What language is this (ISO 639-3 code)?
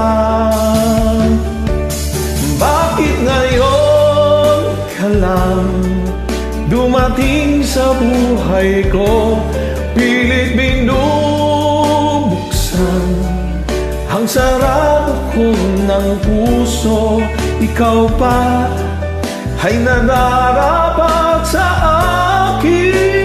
fil